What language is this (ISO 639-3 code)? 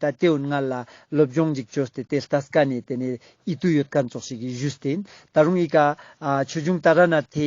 lbj